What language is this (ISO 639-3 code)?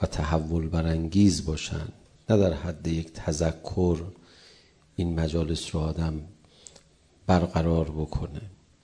fas